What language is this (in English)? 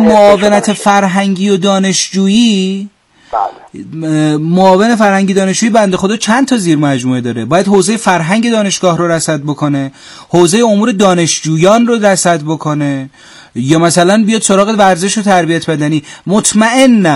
Persian